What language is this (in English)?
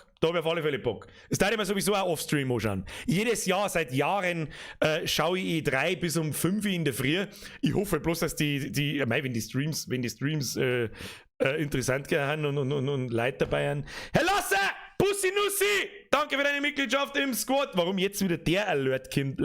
Bavarian